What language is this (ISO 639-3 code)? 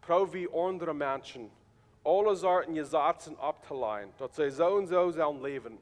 pdt